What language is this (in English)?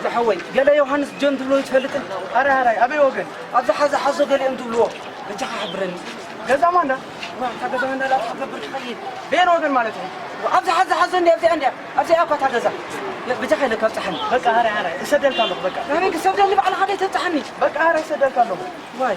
Tigrinya